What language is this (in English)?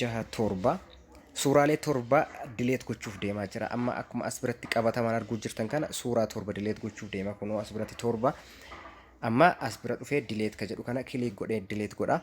Oromo